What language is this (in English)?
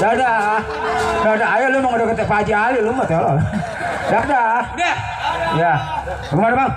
Betawi